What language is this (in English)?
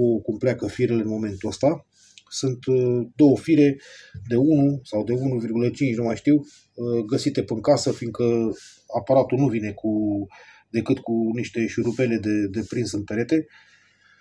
Romanian